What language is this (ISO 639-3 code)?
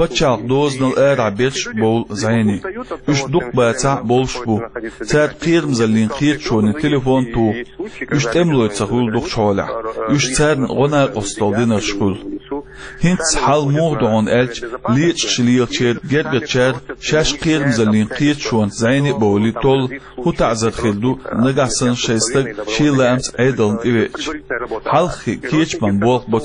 che